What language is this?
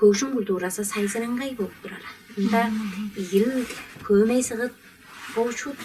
Tuvinian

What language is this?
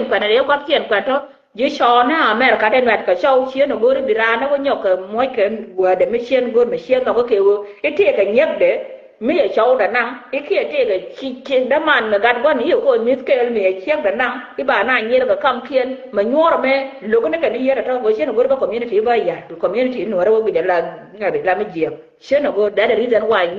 Nuer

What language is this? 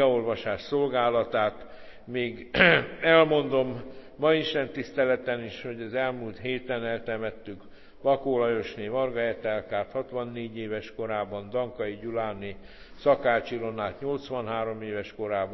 Hungarian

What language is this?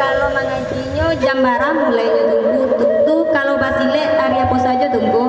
Minangkabau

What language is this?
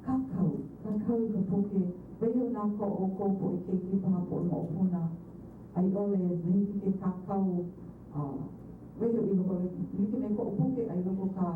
Hawaiian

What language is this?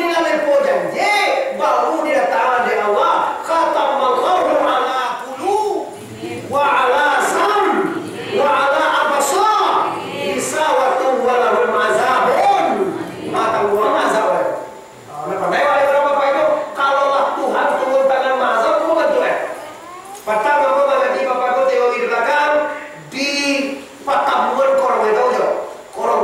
Minangkabau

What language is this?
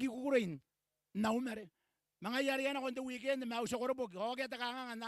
Gilbertese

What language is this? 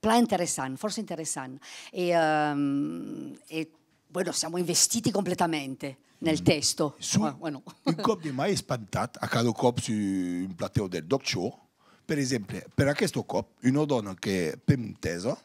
Occitan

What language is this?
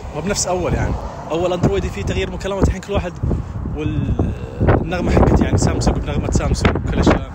Najdi Arabic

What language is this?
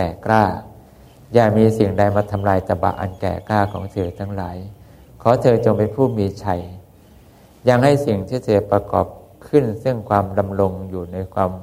Thai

